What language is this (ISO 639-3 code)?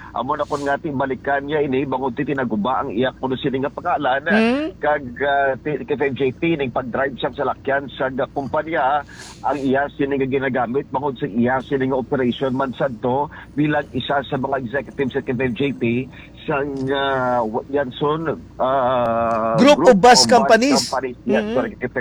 hil